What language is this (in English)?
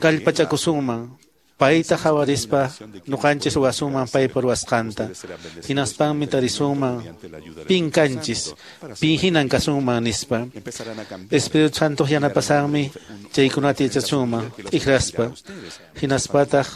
Quechua